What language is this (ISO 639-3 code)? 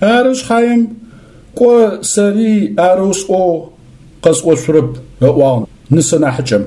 ady